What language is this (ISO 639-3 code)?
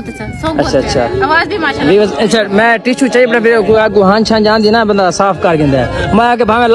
skr